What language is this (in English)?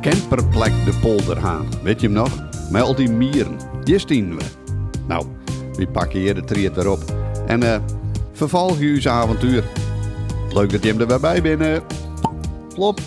Western Frisian